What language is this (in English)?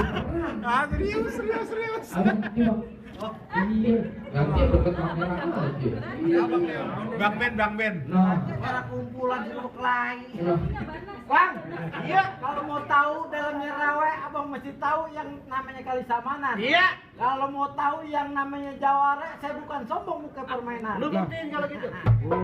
Betawi